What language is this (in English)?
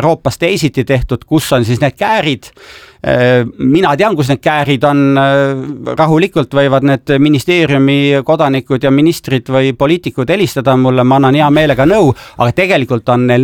Estonian